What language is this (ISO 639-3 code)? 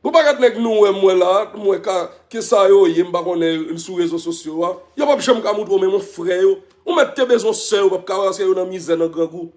hat